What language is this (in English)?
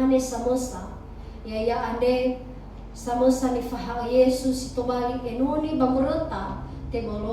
Nias